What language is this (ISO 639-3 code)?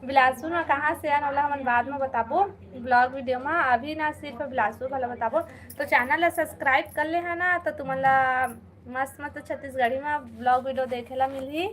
hne